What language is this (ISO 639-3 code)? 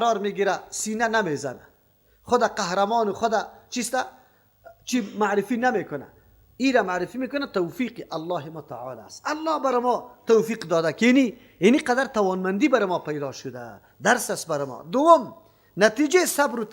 fas